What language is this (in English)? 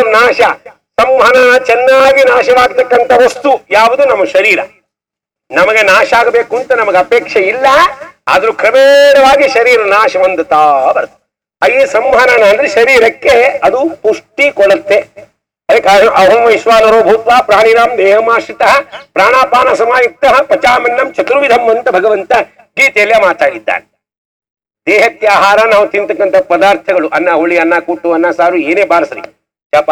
Kannada